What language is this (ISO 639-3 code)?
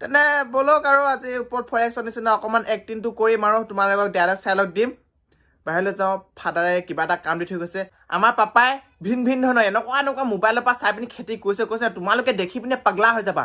asm